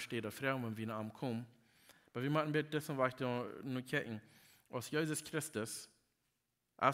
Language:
Plautdietsch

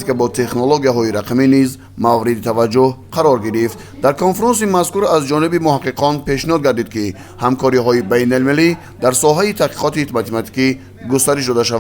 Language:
Tajik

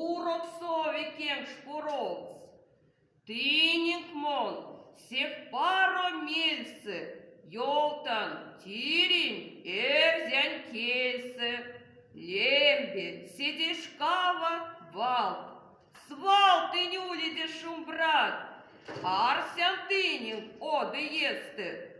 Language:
Erzya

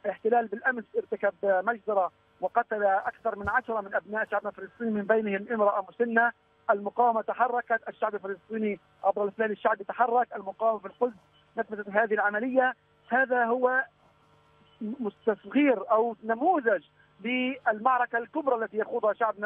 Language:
Arabic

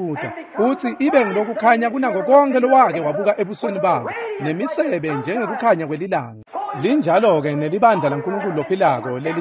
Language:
Swati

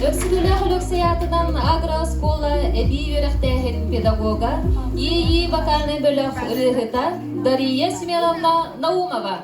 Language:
Yakut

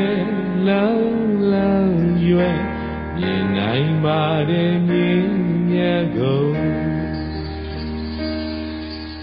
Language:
Burmese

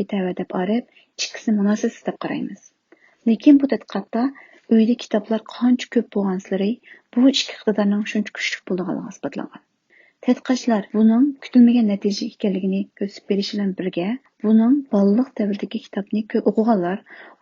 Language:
Uyghur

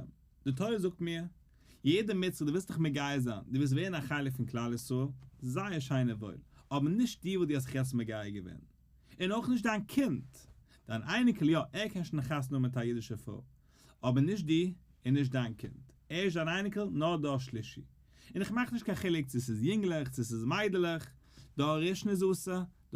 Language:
Yiddish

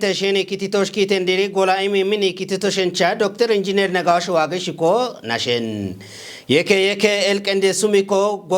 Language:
Kafa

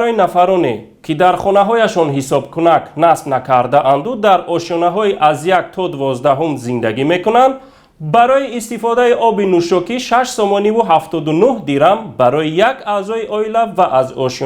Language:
Tajik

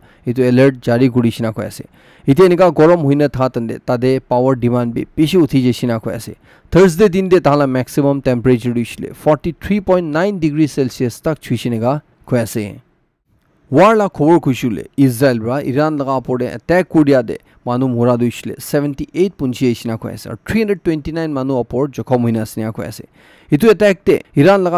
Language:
Naga Pidgin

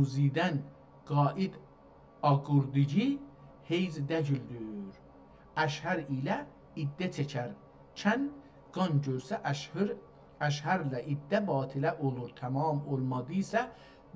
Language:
South Azerbaijani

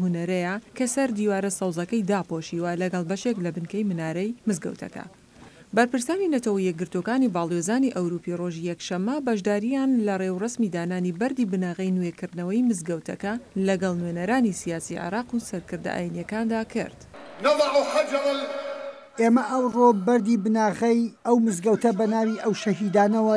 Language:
Central Kurdish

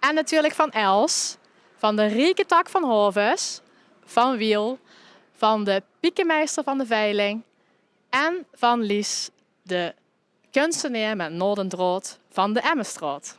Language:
Limburgish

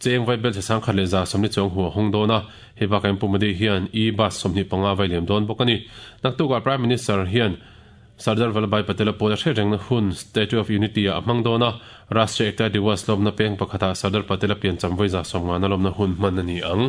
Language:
Mizo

